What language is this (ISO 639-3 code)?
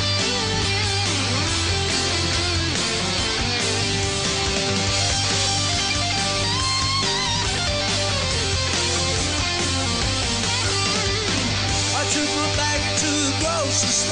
eng